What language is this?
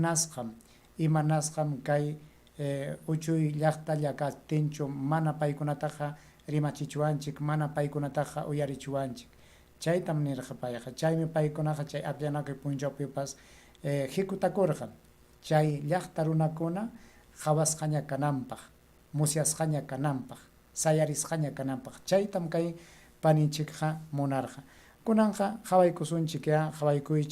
Ayacucho Quechua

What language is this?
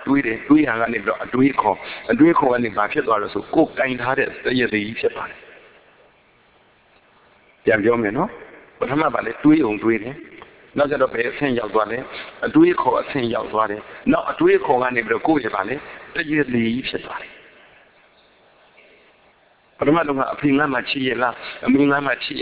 Burmese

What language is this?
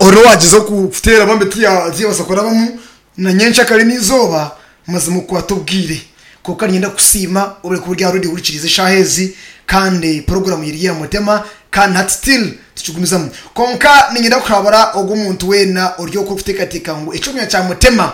Nyankole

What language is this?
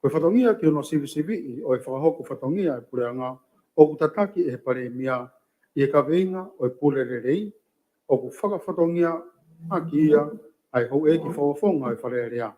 Tongan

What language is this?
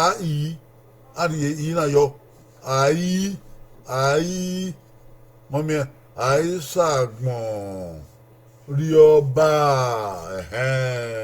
Bini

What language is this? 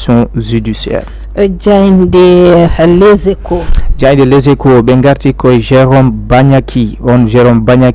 Fula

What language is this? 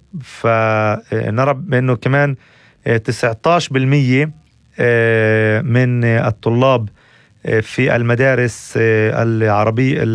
North Levantine Arabic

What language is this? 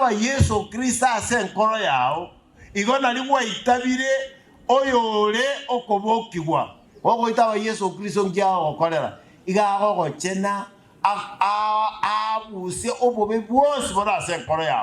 Gusii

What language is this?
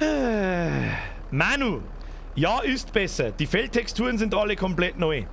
Bavarian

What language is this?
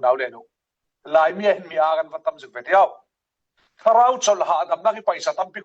Falam Chin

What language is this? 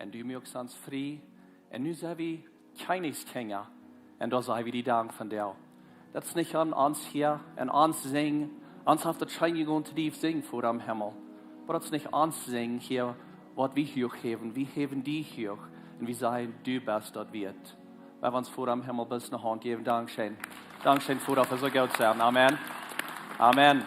Plautdietsch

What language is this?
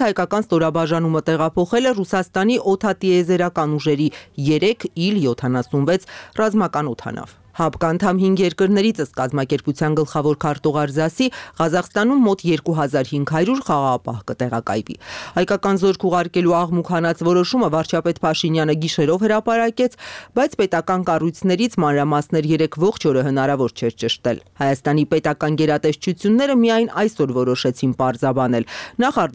Armenian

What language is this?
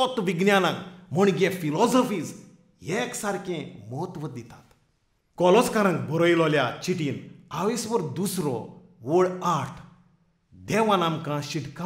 Konkani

